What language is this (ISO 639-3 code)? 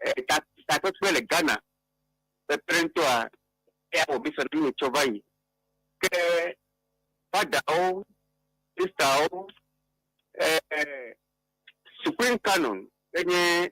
ewe